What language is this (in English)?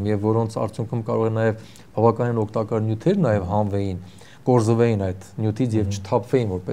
Armenian